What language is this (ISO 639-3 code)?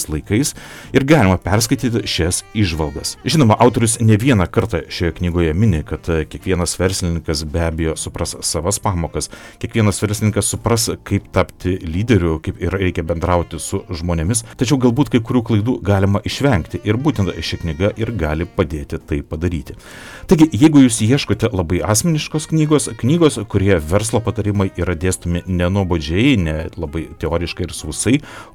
lit